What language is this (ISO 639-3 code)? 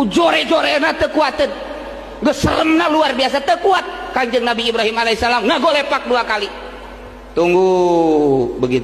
sun